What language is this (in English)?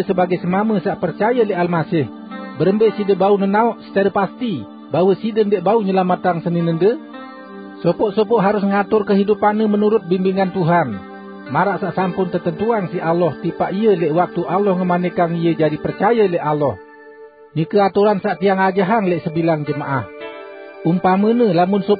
Sasak